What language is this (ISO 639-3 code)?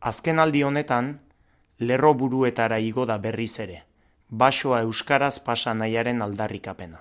eus